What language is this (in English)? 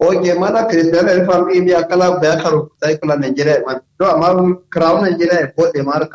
Kanuri